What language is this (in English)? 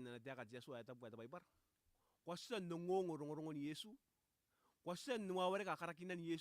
Gilbertese